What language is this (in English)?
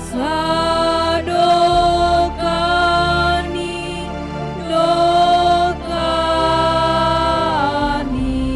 Batak Simalungun